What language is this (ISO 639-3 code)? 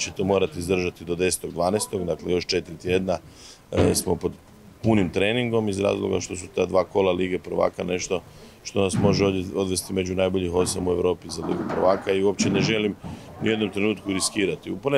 hrv